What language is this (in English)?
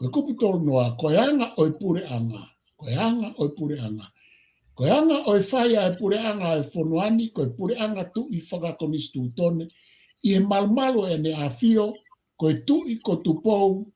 Tongan